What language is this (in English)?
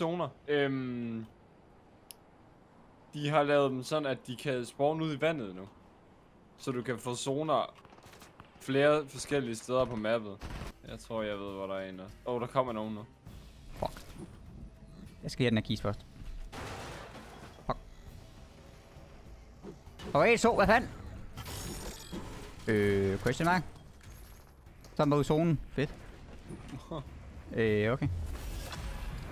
Danish